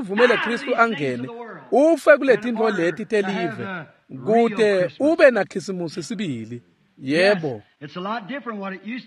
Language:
Swati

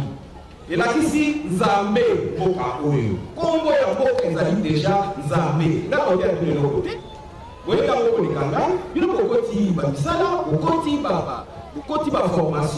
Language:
Lingala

